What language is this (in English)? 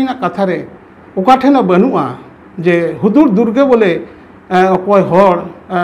Santali